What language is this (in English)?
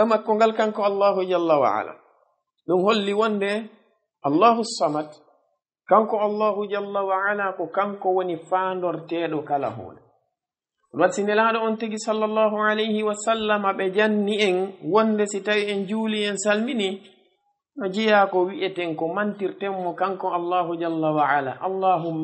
Fula